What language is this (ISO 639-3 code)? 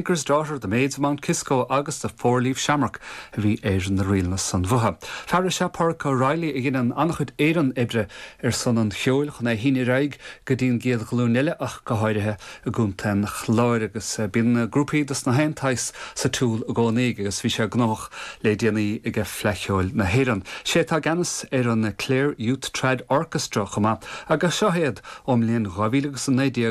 gle